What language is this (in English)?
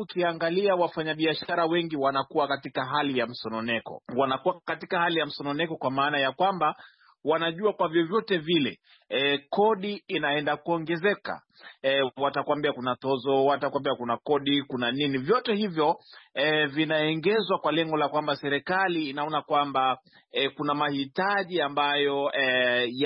Swahili